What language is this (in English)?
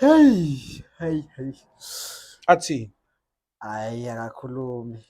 Zulu